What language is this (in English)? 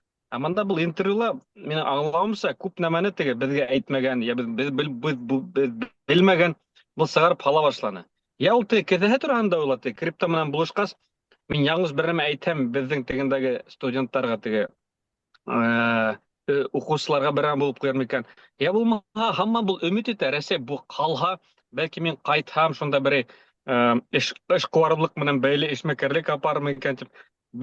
Bashkir